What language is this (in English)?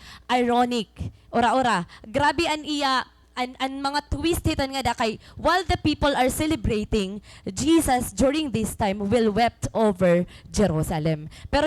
Waray